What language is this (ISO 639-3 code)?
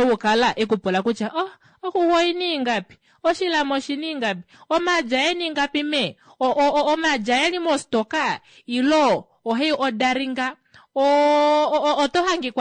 kua